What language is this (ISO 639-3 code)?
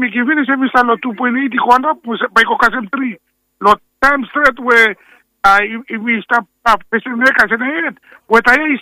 bis